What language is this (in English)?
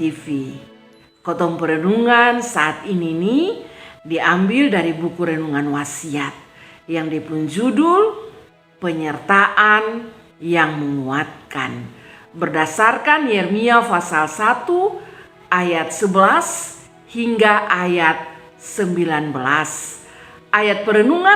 Kupang Malay